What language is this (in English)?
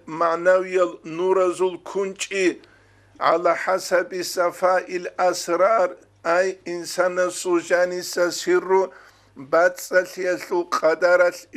Avaric